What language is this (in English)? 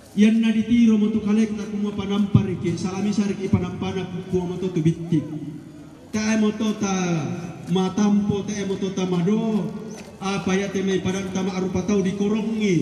Toraja-Sa'dan